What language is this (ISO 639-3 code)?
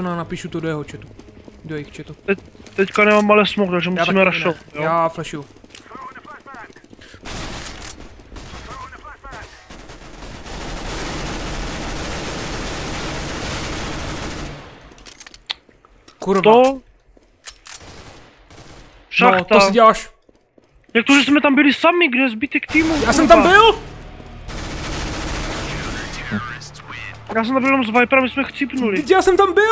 ces